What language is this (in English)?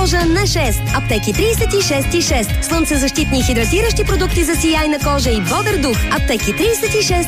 Bulgarian